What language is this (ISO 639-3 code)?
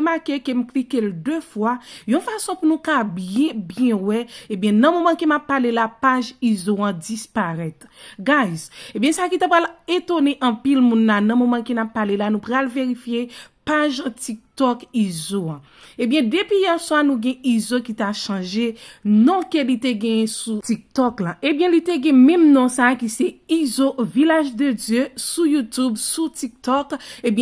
hat